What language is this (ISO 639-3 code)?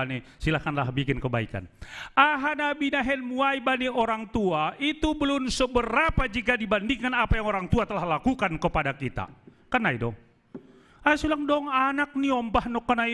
bts